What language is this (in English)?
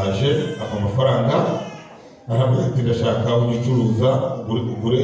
Kinyarwanda